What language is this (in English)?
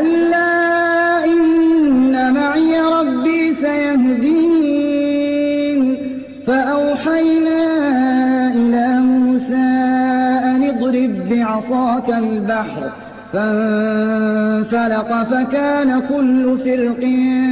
Arabic